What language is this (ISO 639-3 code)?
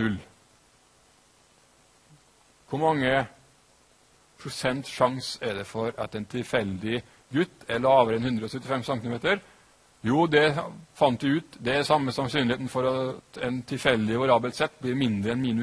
nor